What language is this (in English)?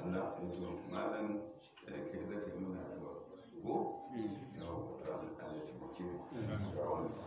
Hausa